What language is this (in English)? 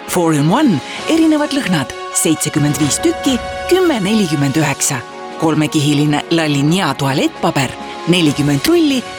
Estonian